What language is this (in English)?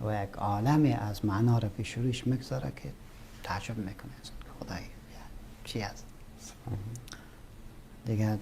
Persian